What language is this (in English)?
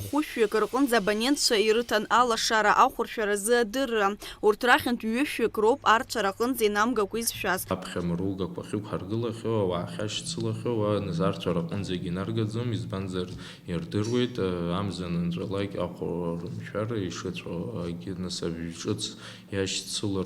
Abkhazian